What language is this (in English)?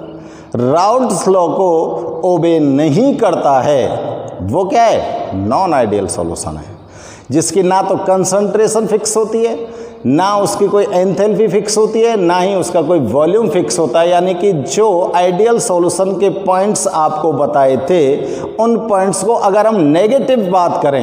Hindi